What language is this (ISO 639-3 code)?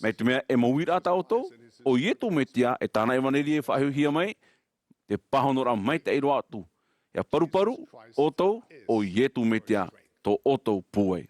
tah